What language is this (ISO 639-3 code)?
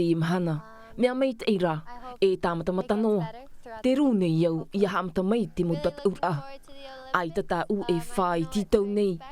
tah